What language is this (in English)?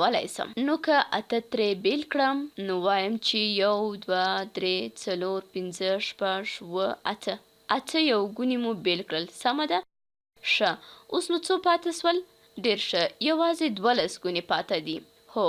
Pashto